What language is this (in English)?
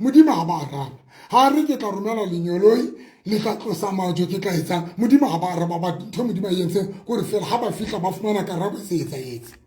Southern Sotho